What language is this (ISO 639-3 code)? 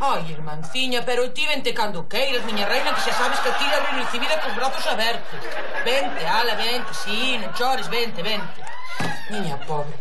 glg